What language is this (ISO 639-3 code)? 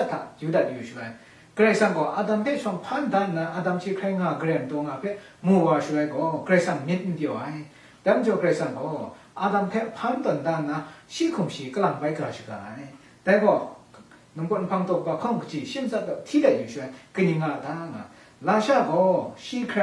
kac